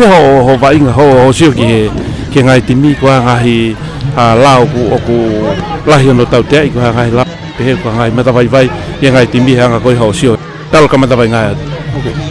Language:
Tongan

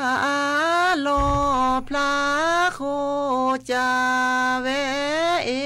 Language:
S'gaw Karen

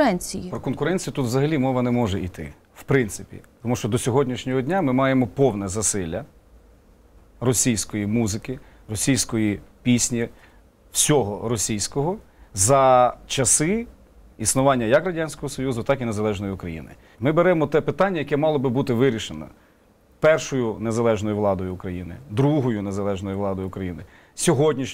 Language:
Ukrainian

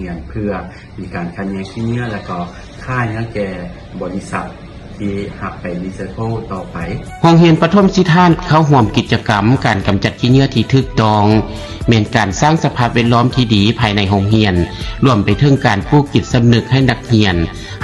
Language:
Lao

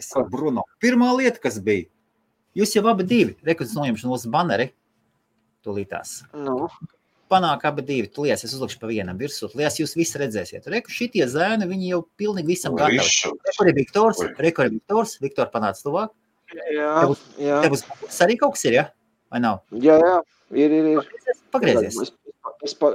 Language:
Latvian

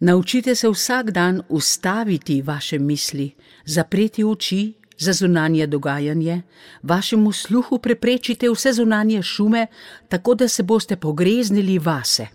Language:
Slovenian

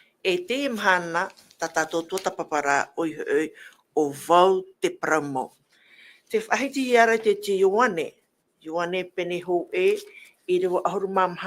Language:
Tahitian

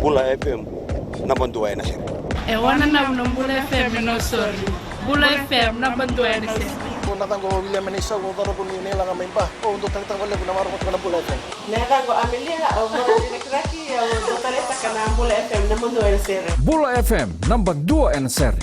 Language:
Fijian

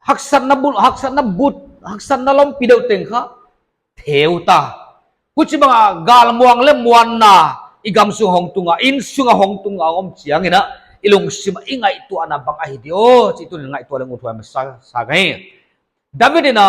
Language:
Paite Chin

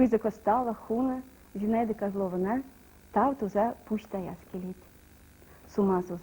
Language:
Chuvash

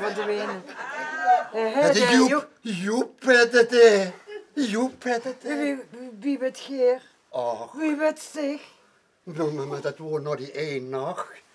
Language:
Limburgish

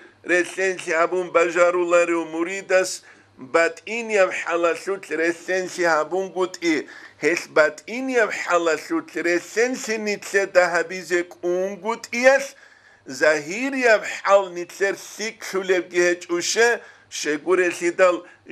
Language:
Avaric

